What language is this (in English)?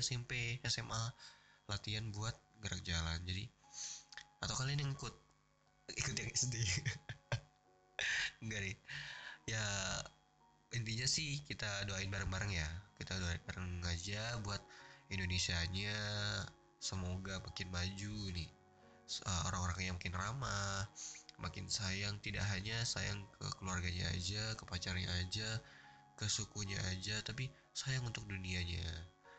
Indonesian